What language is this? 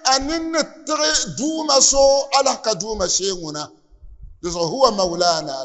Dagbani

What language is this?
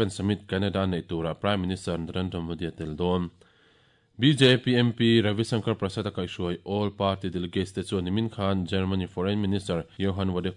Mizo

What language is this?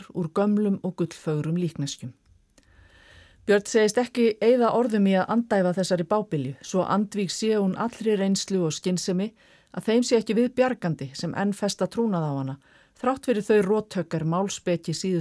Icelandic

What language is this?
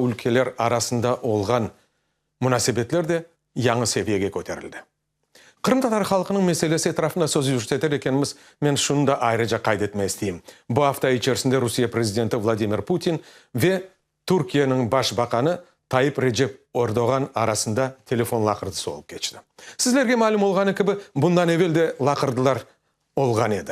Crimean Tatar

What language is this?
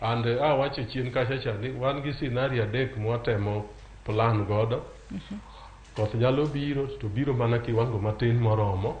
Luo (Kenya and Tanzania)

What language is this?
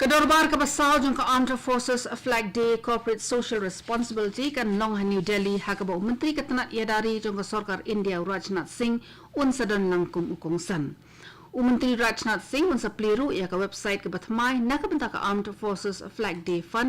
Khasi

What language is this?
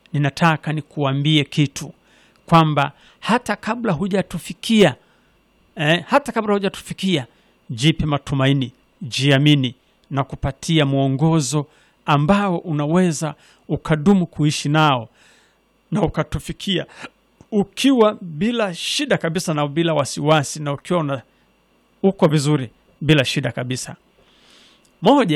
Swahili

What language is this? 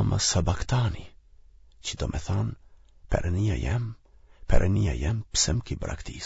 Albanian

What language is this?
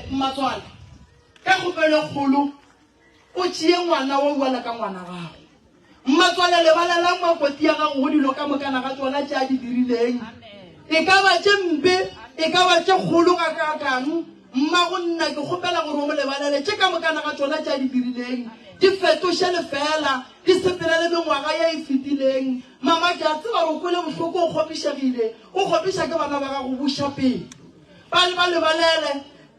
Northern Sotho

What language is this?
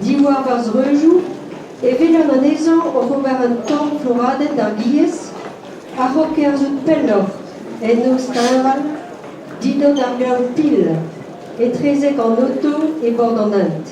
Breton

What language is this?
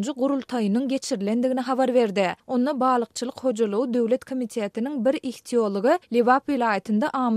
Turkmen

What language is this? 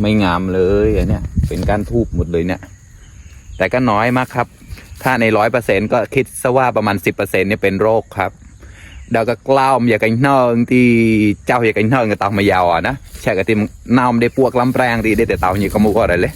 Mon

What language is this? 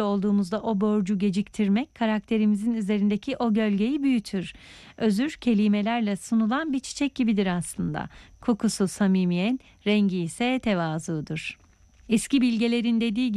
Turkish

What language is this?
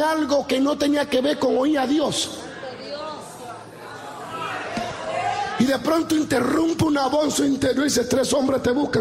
Spanish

